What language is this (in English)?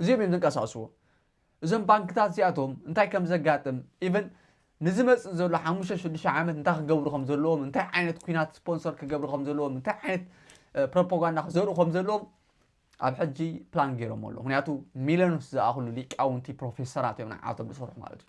Tigrinya